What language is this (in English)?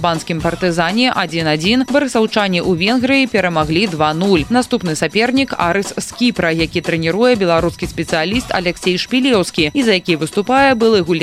Belarusian